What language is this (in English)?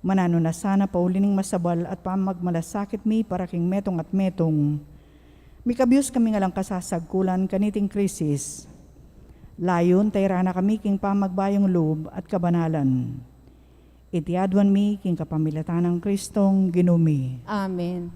Pampanga